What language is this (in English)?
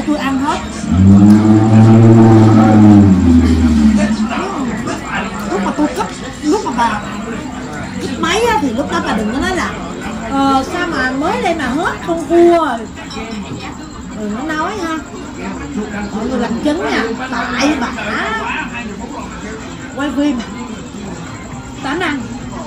Vietnamese